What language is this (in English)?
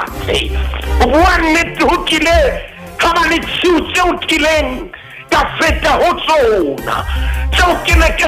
Southern Sotho